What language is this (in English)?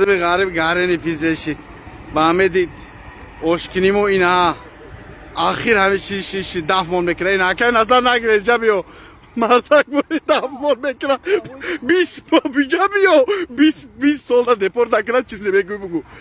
Tajik